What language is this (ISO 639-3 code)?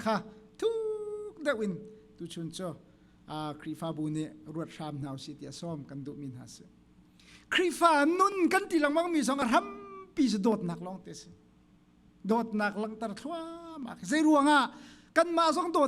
cnh